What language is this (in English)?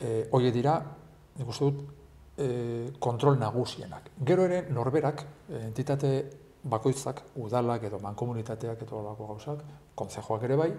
Basque